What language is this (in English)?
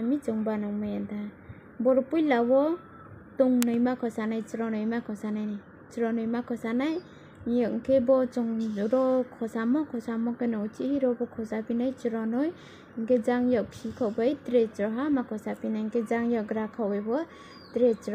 Kok Borok